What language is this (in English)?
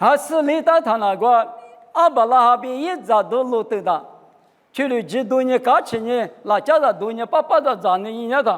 Lisu